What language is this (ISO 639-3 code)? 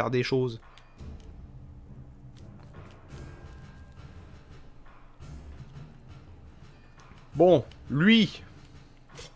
fra